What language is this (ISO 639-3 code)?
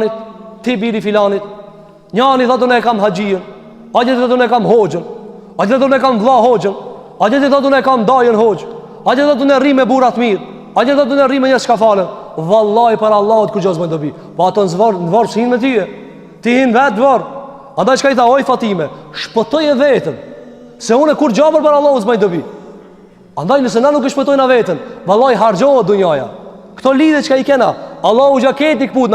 sqi